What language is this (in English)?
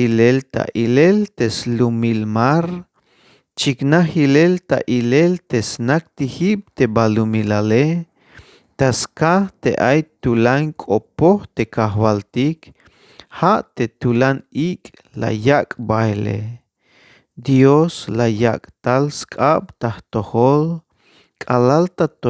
Tzeltal